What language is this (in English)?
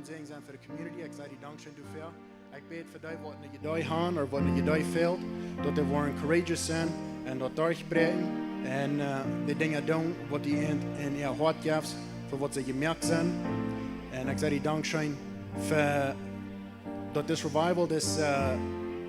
Plautdietsch